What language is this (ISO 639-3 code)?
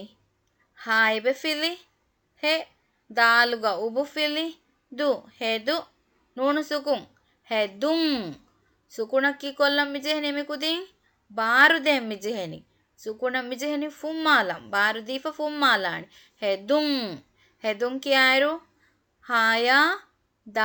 div